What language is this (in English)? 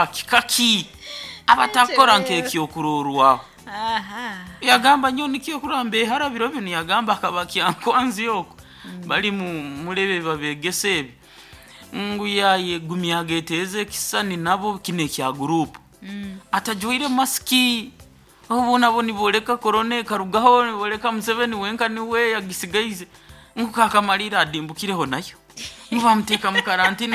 Nyoro